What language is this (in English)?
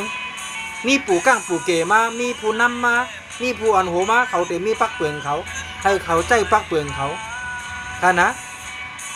Shan